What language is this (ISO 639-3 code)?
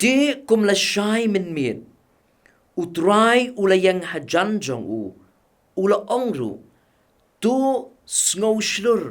kha